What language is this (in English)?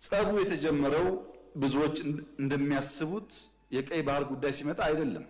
Amharic